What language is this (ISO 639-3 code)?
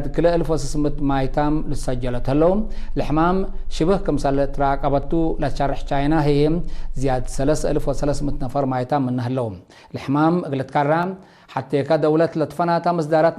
tig